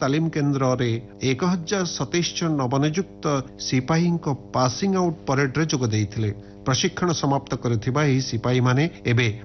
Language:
Odia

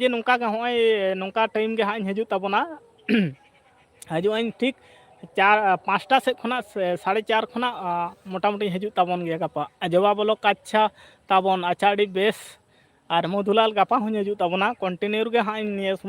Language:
Santali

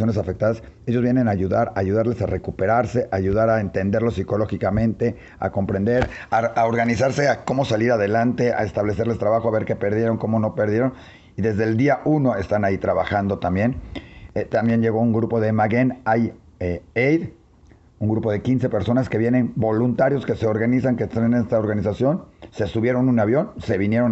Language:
Spanish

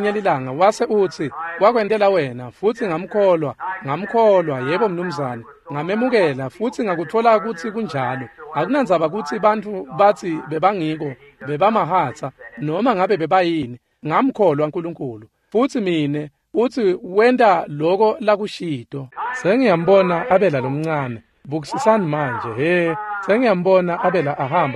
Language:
Swati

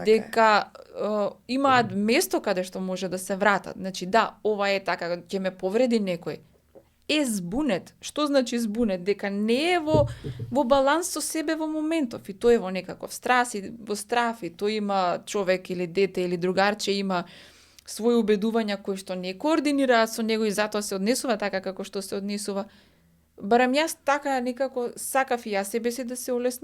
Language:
Macedonian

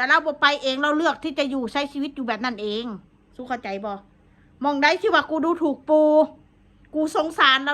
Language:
Northeastern Thai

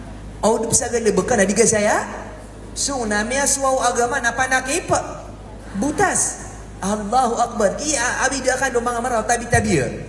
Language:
Maranao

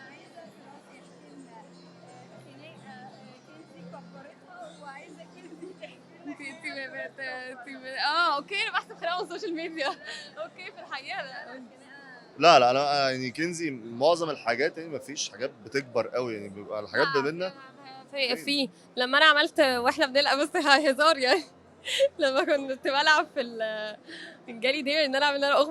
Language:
Egyptian Arabic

